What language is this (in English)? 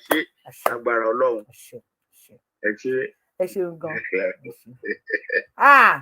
Yoruba